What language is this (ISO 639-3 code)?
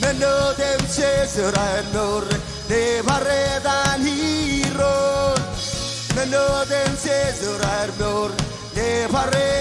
mah